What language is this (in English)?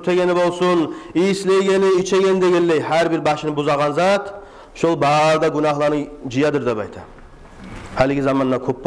Kumyk